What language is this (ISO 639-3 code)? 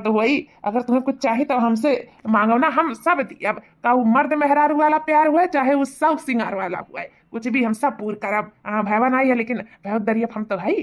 awa